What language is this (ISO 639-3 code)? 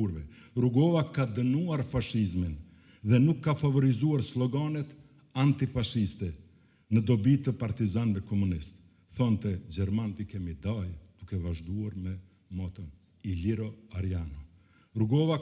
sqi